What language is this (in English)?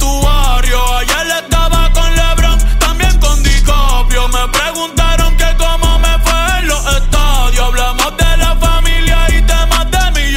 Spanish